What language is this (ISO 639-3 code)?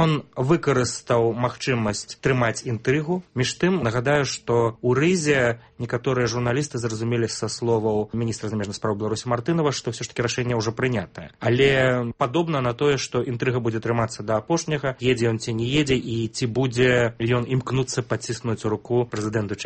bel